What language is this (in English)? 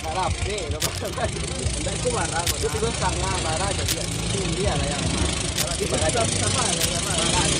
Minangkabau